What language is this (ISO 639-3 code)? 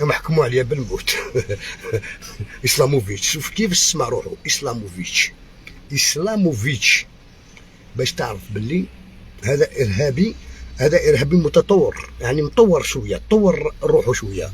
arq